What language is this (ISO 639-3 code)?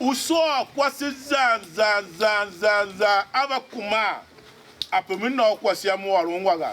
tiv